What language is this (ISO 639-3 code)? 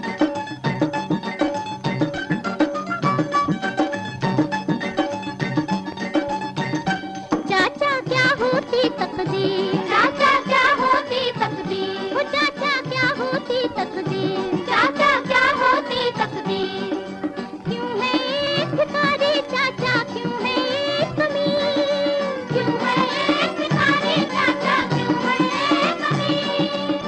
hin